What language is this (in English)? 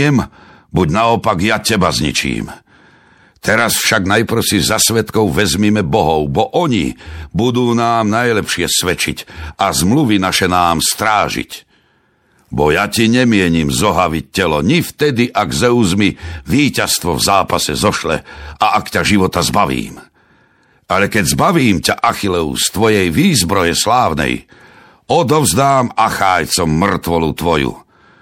Slovak